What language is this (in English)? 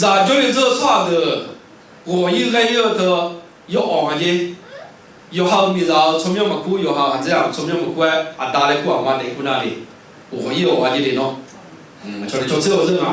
Akha